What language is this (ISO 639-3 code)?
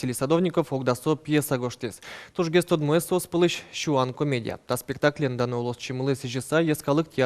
udm